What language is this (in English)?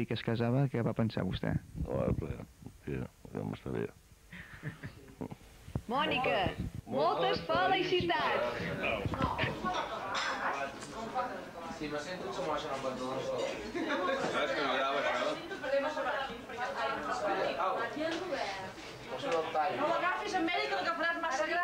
Catalan